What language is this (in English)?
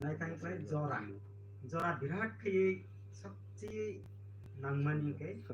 Kok Borok